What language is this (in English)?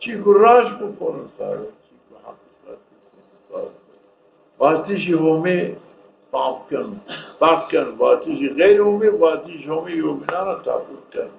Zaza